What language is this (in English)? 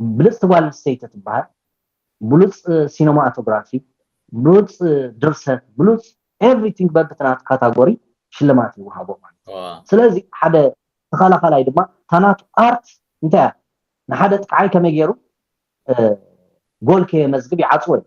Tigrinya